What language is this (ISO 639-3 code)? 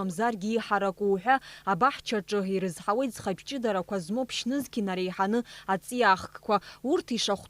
abk